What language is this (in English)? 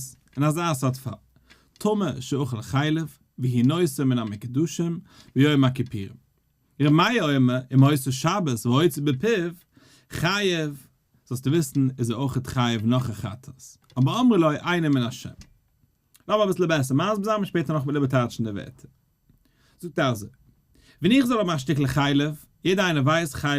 Yiddish